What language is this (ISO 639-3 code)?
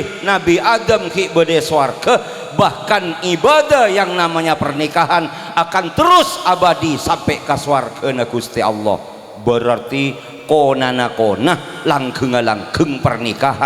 mad